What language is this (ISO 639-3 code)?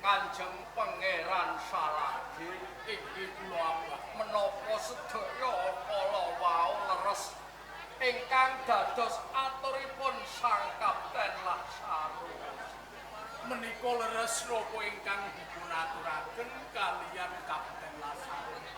jav